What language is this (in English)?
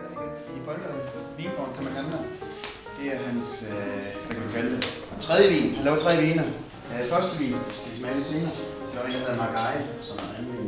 Danish